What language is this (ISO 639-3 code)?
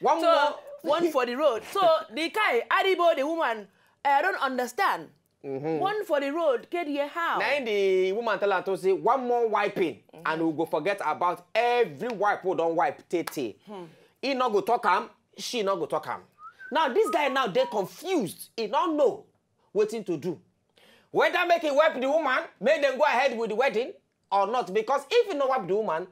pcm